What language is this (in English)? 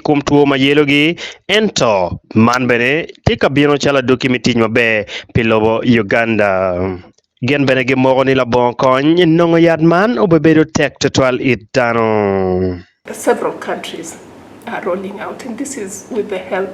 Acoli